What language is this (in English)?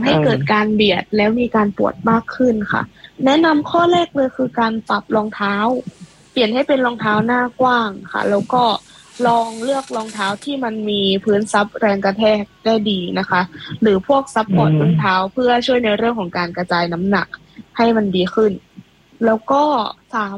Thai